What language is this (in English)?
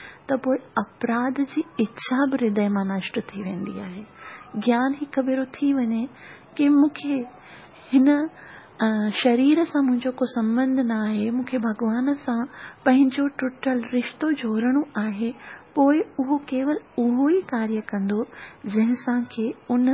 Sindhi